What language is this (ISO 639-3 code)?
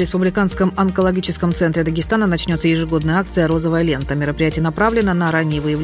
rus